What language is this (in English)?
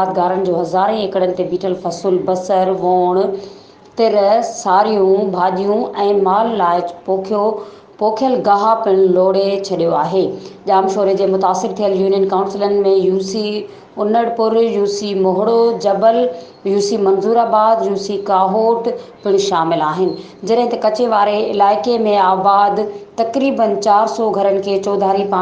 Sindhi